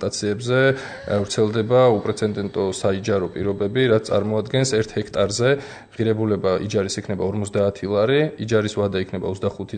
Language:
Georgian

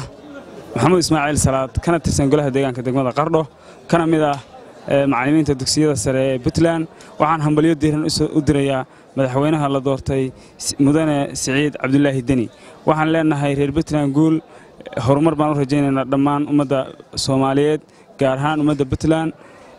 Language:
Somali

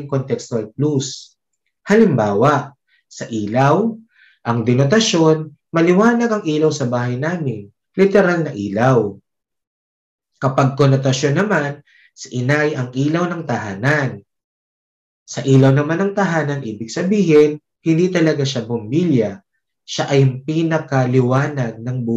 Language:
Filipino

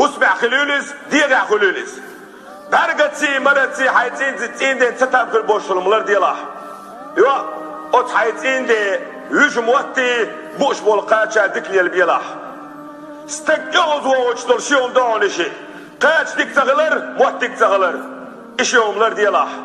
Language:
Chechen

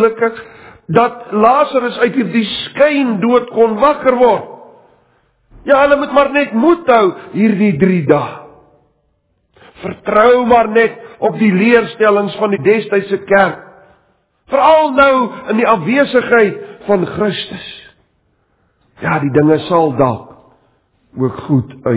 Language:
Afrikaans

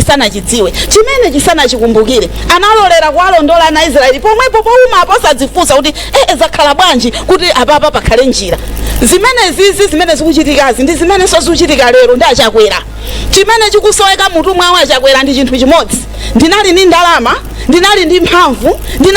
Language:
Nyanja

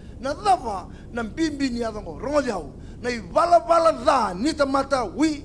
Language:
Fijian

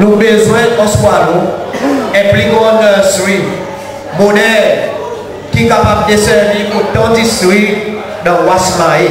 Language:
Seselwa Creole French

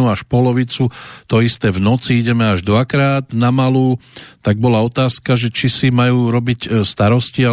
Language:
Slovak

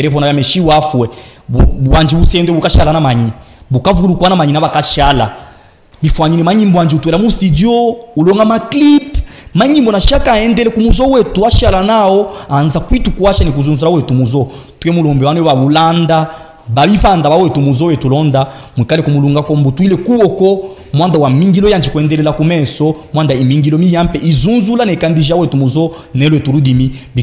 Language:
Luba-Katanga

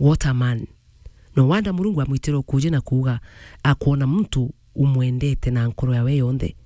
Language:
Meru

